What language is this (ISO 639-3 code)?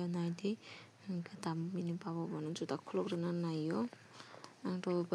trp